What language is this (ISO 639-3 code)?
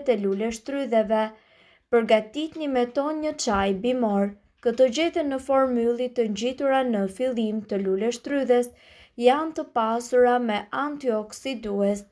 sqi